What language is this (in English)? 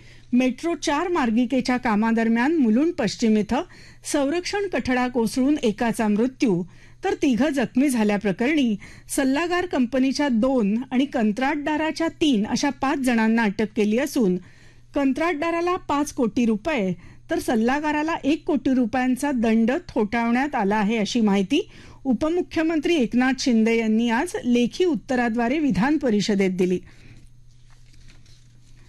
Marathi